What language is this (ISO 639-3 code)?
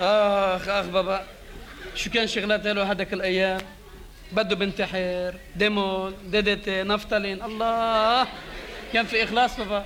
apc